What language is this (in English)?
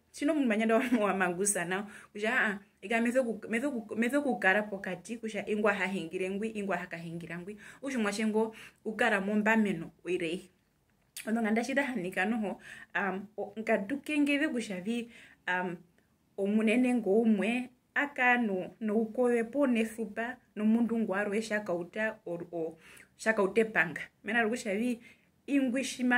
Herero